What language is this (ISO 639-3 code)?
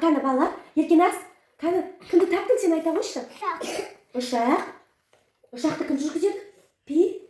kaz